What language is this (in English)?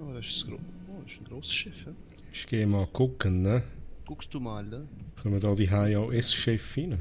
Swiss German